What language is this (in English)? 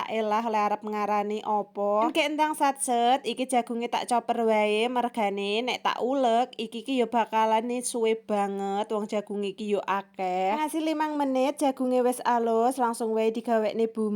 Javanese